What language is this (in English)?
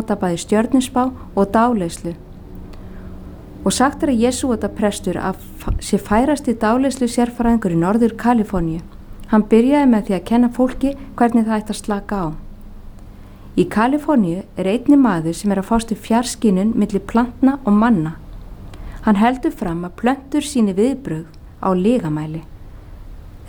Icelandic